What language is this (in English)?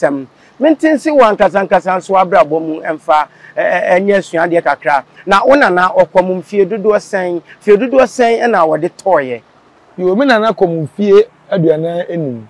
Akan